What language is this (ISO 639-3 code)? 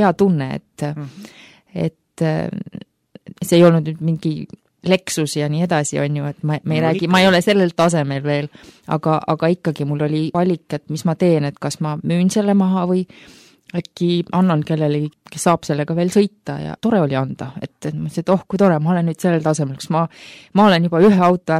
est